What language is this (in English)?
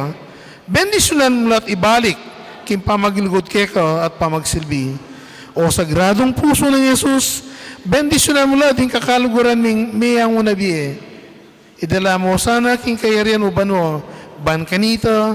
Pampanga